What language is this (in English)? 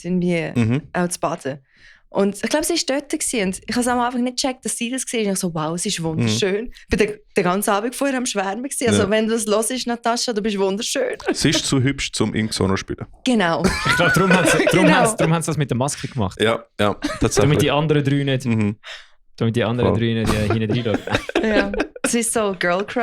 Swiss German